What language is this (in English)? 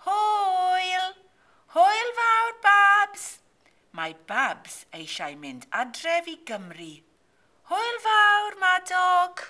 Welsh